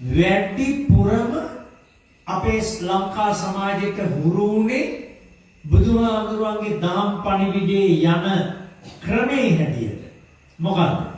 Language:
Sinhala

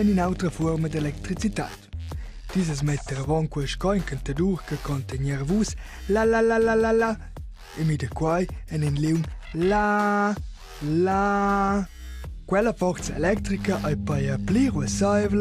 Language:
Romansh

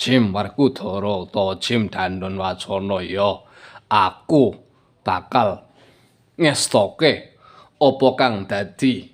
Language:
Javanese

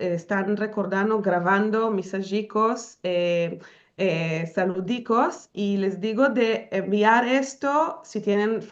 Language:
Ladino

